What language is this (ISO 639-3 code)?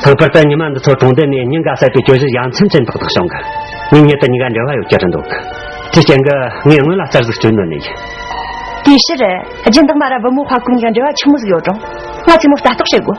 bod